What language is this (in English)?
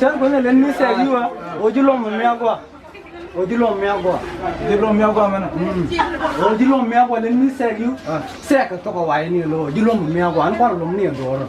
Nuer